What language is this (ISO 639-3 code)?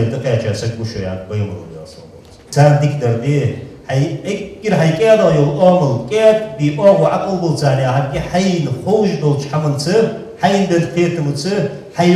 inh